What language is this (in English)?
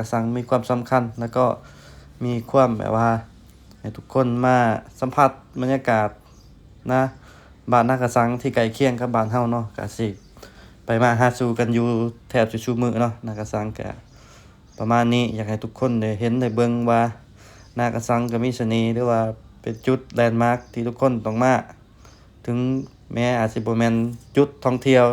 Lao